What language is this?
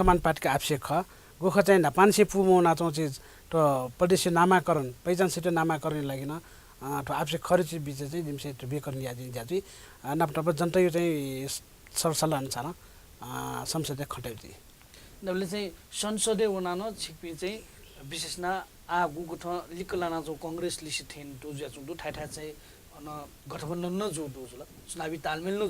Newari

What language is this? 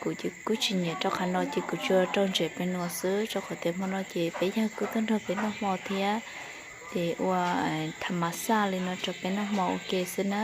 Hmong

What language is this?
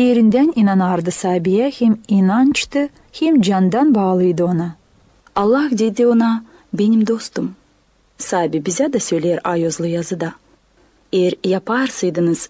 Gagauz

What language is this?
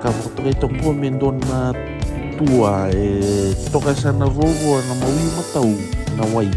Fijian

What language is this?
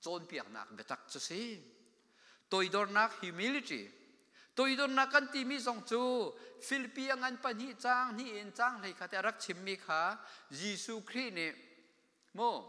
Hakha Chin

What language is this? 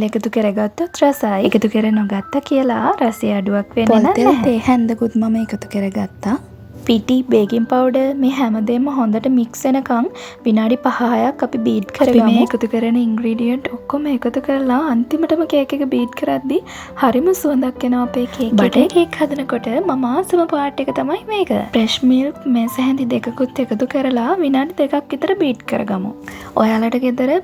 Sinhala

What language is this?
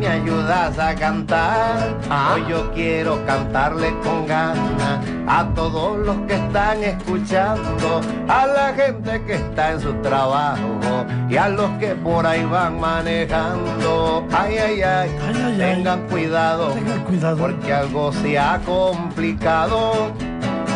Spanish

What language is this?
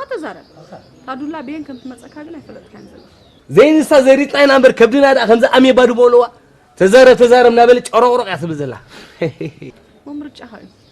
Tigrinya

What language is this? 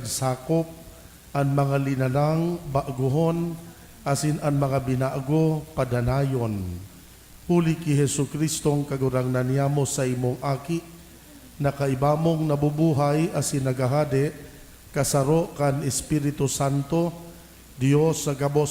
Bikol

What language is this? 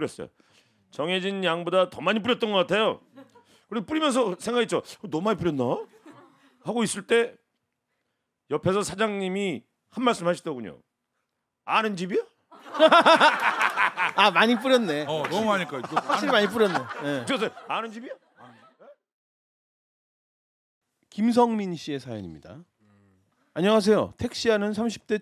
Korean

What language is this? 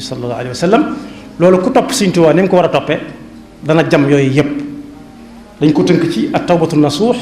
Wolof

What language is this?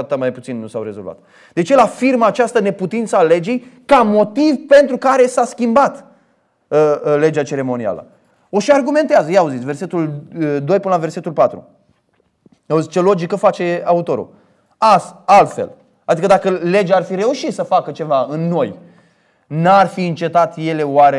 Romanian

